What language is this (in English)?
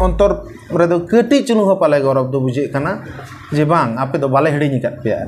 Santali